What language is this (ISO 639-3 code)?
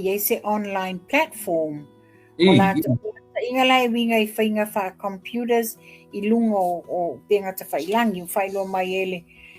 smo